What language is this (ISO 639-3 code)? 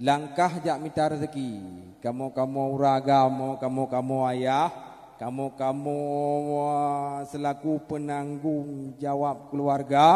ace